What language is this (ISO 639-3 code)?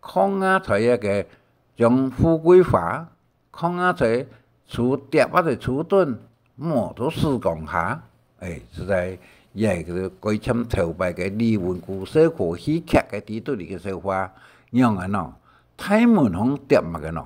hak